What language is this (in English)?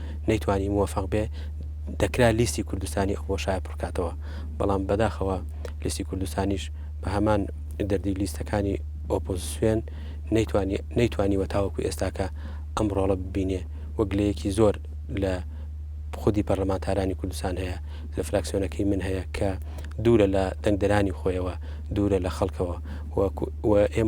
Central Kurdish